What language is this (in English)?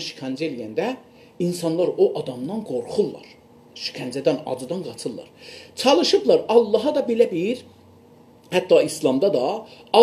South Azerbaijani